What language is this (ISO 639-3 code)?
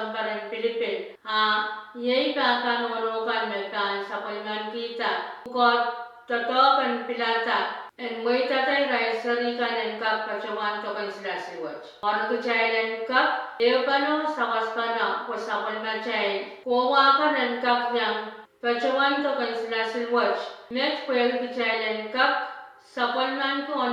pon